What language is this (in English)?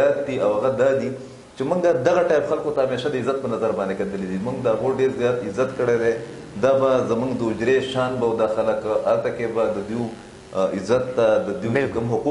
Pashto